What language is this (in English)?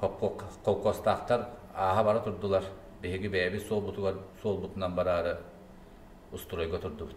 Yakut